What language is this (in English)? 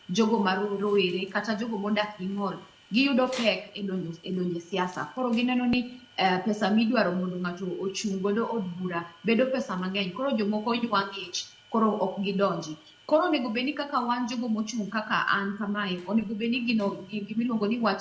Luo (Kenya and Tanzania)